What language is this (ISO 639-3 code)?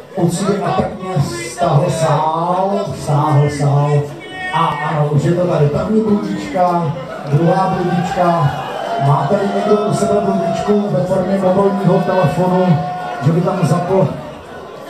ces